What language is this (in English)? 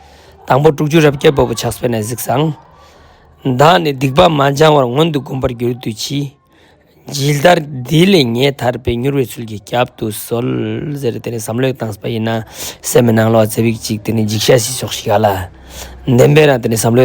Ladakhi